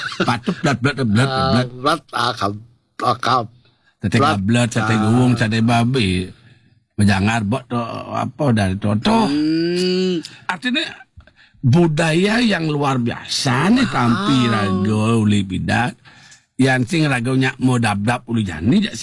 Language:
Balinese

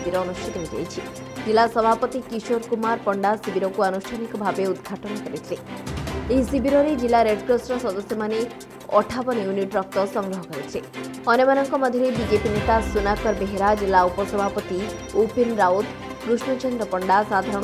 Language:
Odia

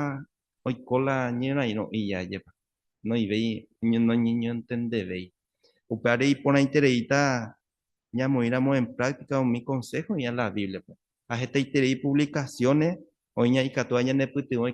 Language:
Guarani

